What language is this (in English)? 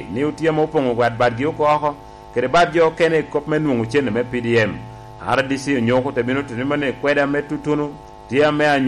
Lango (Uganda)